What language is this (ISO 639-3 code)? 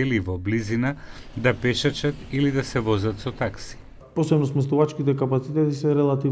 mkd